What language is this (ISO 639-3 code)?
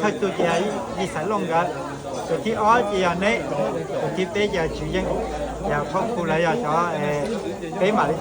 hmn